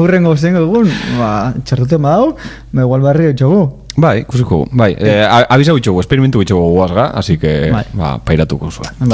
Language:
Basque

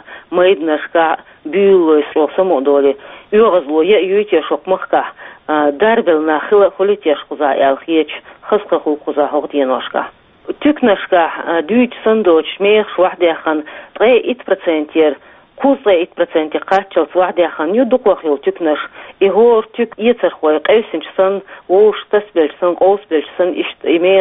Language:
Chechen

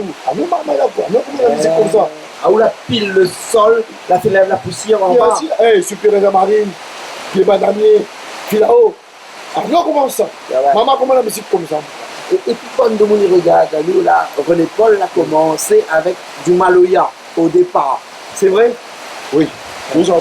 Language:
Réunion Creole French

